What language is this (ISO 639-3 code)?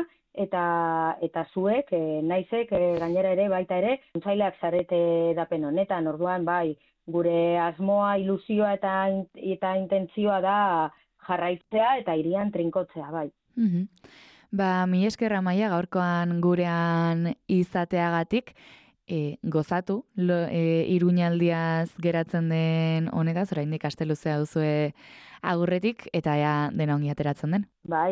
eus